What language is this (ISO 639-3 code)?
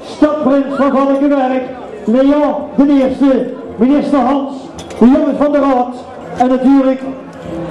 lim